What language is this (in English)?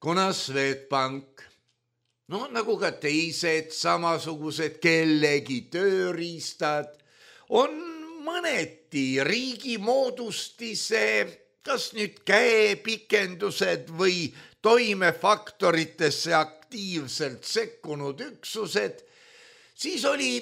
Estonian